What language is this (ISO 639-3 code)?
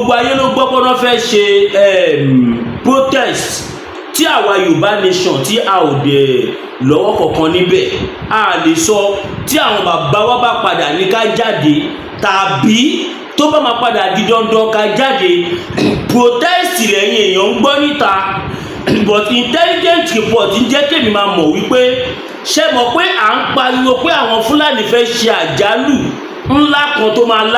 yor